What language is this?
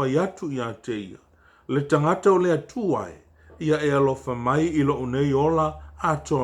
Samoan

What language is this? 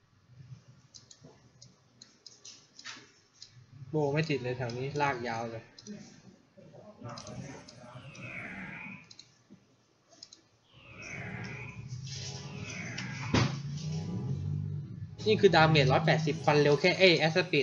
Thai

